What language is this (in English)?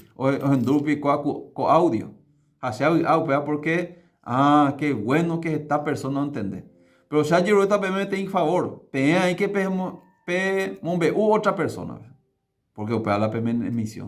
Guarani